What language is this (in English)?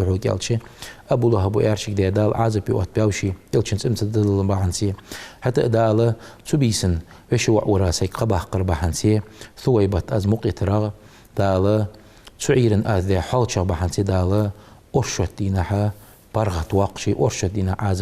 Ingush